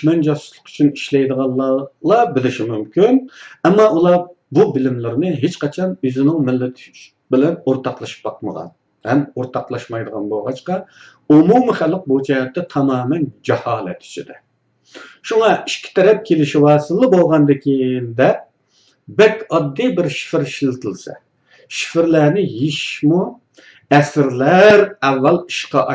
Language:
Uyghur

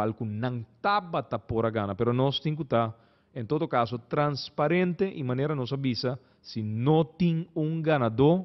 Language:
Papiamento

